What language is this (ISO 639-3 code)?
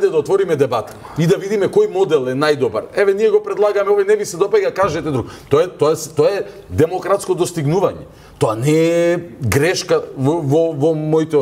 mkd